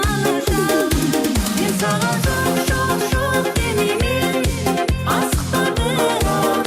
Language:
Kara-Kalpak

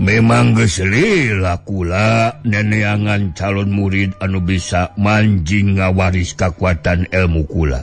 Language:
Sundanese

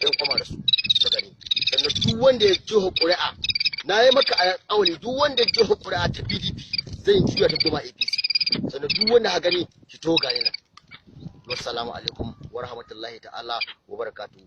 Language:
Hausa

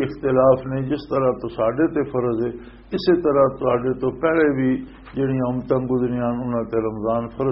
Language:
Western Panjabi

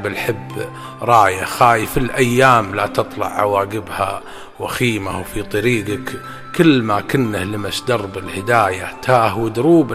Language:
Najdi Arabic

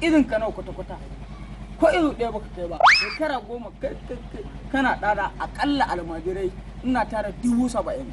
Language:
Hausa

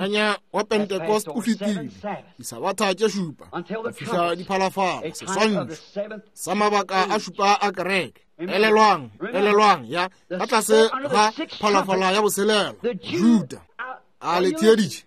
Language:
Northern Sotho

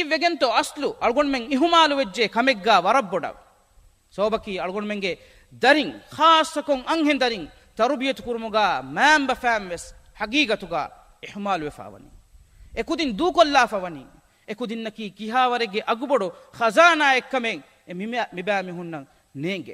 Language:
Divehi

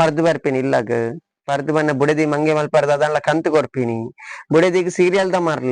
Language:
Tulu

